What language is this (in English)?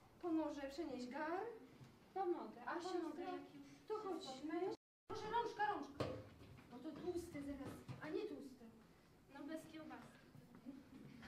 Polish